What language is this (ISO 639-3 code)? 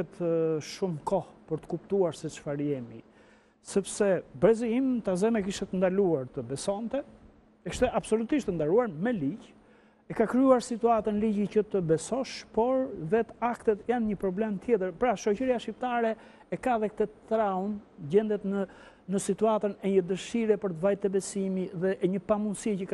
sqi